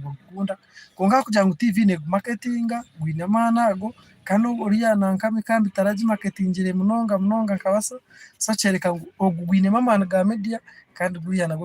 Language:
Nyankole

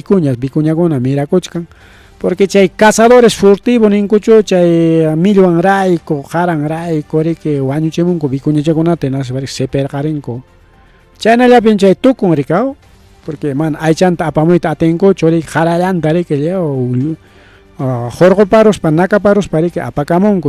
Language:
Ayacucho Quechua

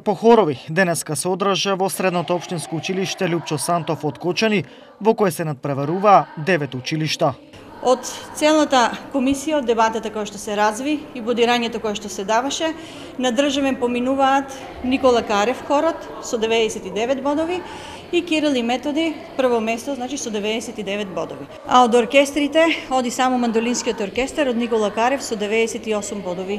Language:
Macedonian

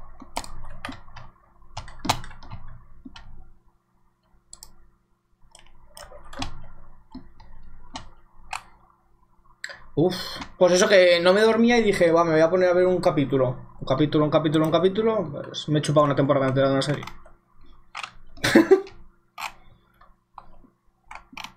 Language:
Spanish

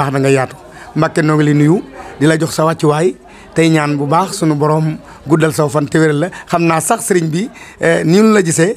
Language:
Wolof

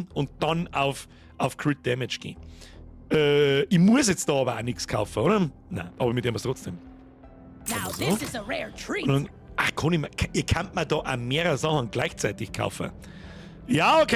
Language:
Bavarian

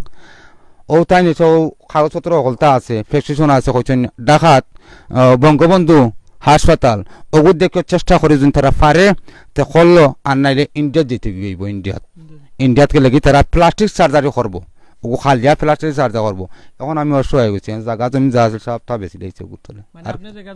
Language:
Sylheti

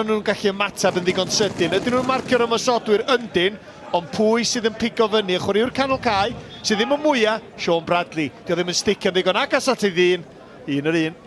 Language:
Welsh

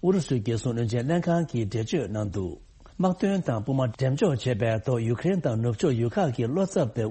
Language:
Tibetan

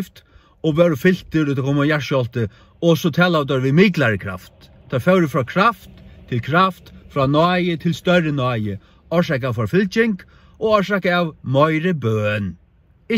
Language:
Faroese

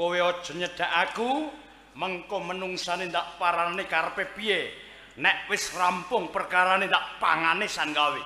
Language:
Javanese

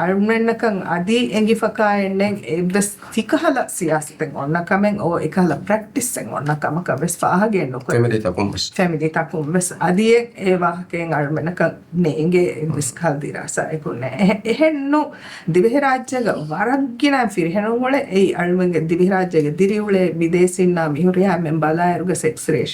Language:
Divehi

